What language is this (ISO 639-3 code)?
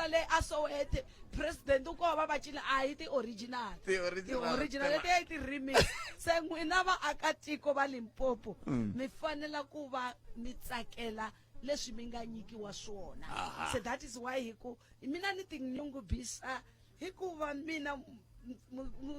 tso